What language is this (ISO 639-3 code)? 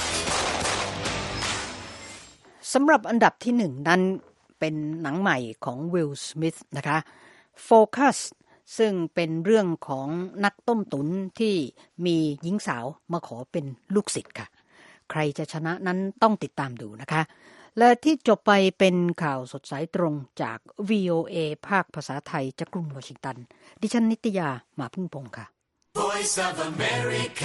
tha